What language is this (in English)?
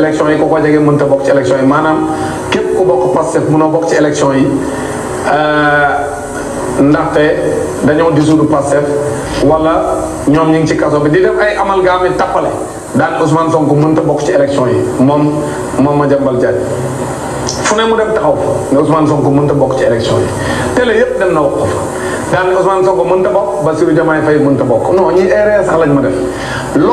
Wolof